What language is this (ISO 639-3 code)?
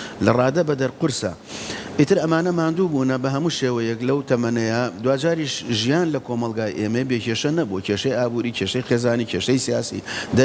ckb